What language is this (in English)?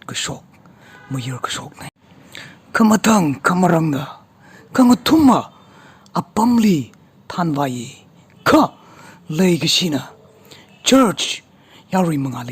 Tangkhul Naga (India)